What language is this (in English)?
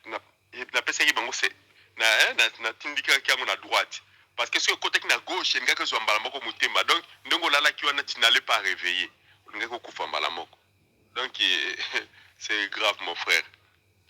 Lingala